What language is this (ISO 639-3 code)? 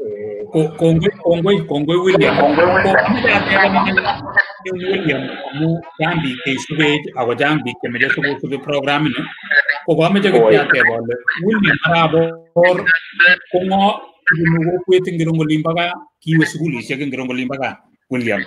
kln